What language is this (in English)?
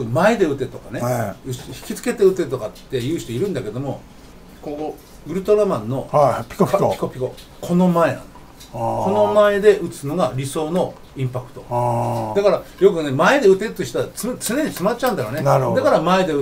Japanese